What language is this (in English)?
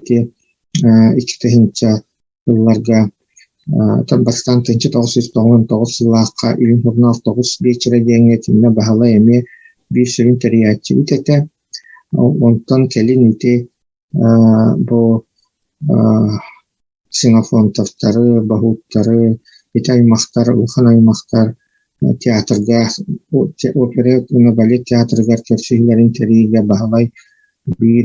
Yakut